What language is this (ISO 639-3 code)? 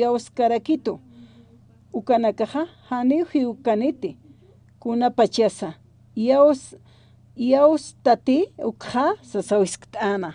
aym